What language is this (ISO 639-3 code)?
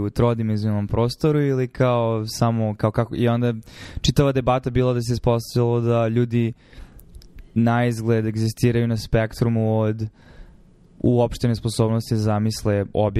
srp